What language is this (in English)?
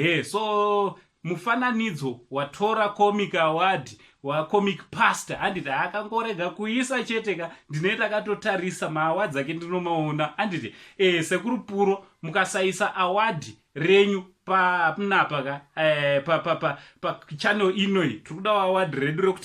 Shona